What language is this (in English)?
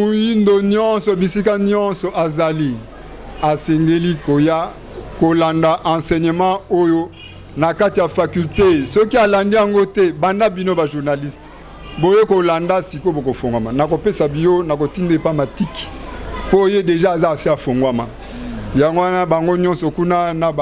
Lingala